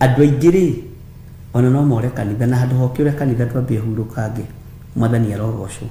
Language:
Kikuyu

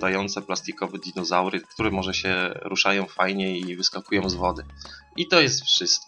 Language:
Polish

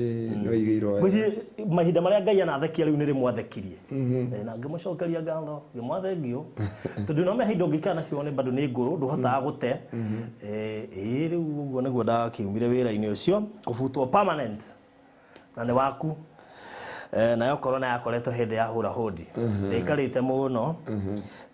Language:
Kikuyu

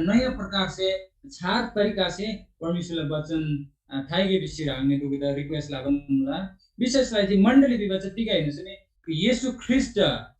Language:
Eastern Tamang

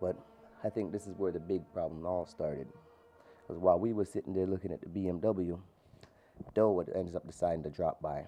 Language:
Jamaican Creole English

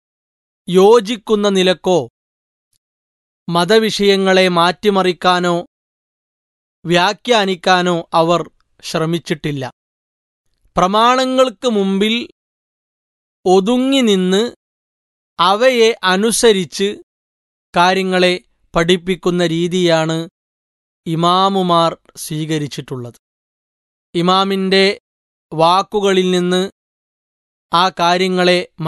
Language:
Malayalam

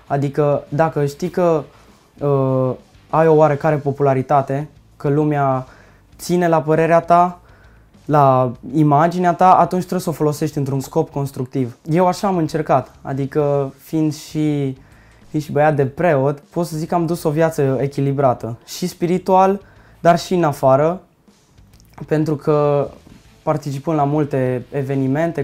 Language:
Romanian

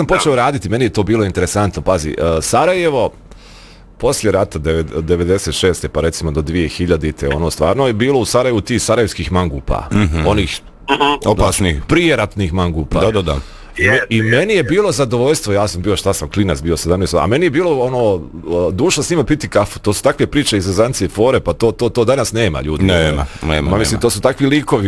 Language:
Bosnian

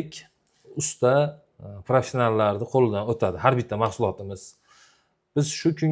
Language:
Uzbek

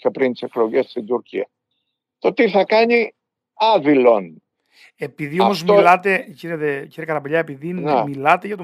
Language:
Greek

